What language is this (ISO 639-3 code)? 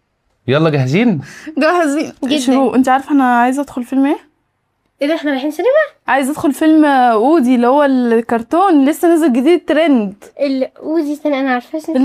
arz